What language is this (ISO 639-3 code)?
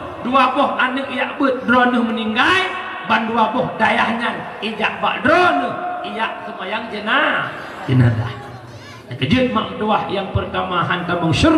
ace